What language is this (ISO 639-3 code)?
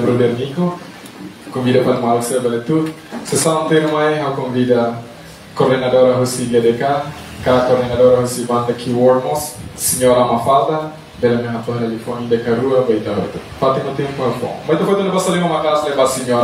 tet